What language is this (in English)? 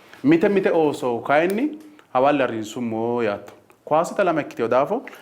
Sidamo